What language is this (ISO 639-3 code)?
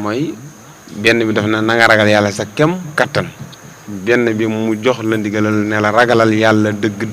wol